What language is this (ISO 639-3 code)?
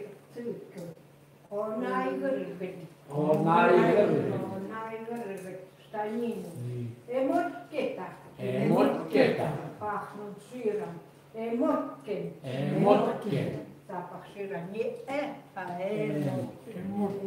ckt